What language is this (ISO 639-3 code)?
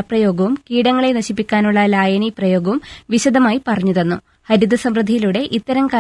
mal